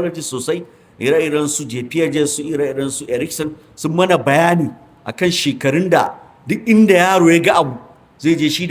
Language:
Hausa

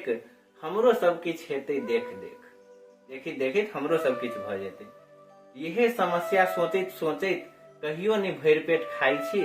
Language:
Maithili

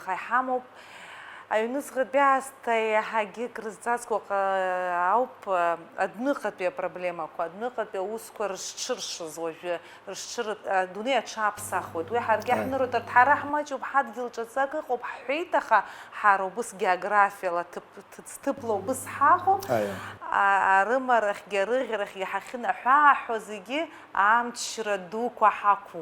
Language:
Abkhazian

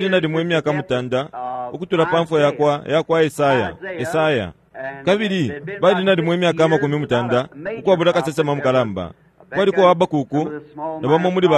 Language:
Bemba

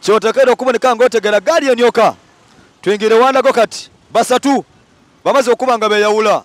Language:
Soga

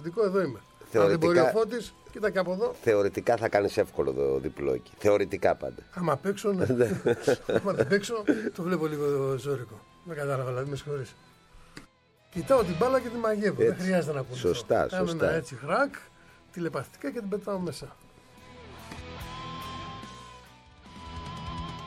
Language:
Greek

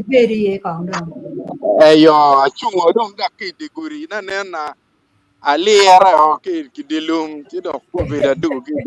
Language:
Acoli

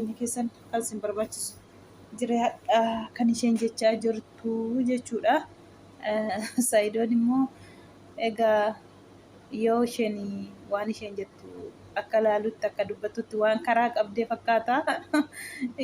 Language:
Oromo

